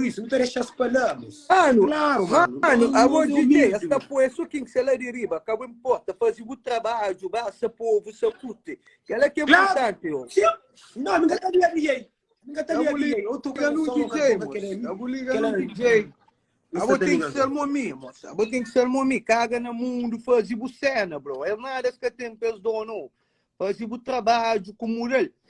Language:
Kabuverdianu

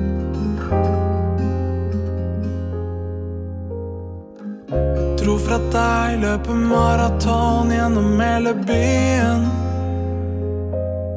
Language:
Norwegian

